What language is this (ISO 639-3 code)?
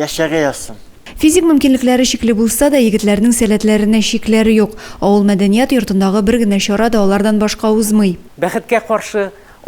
tat